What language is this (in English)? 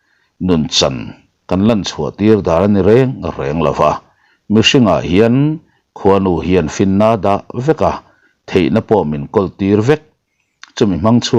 Mizo